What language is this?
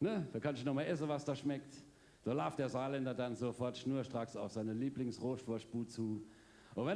Palatine German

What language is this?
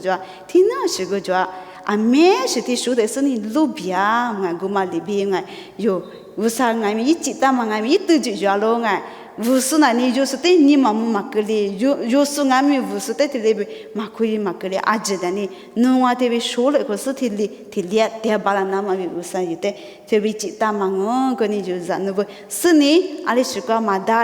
Lisu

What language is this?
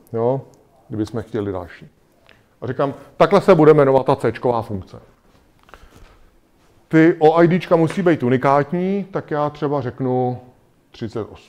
Czech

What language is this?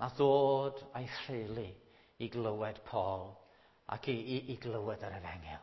Welsh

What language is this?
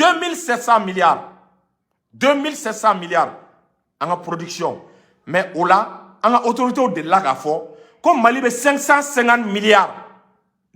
Bambara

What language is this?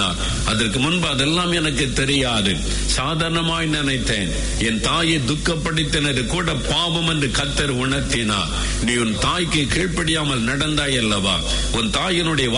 Tamil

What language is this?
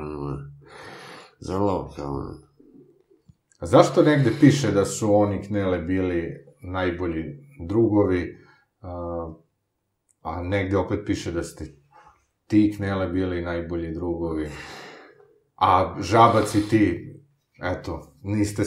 Serbian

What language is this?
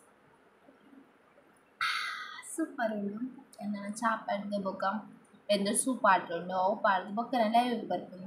Tulu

